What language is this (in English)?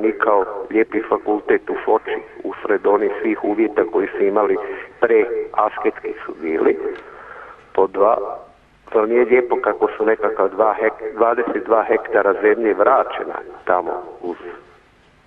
Serbian